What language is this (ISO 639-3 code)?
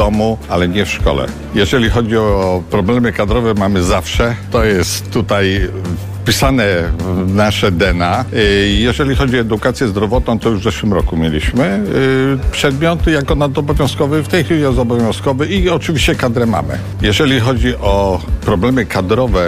pol